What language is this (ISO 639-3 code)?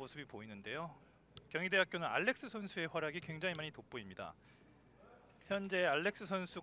kor